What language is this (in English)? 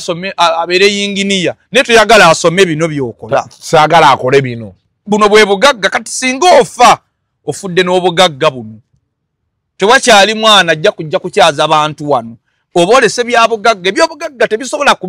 Ganda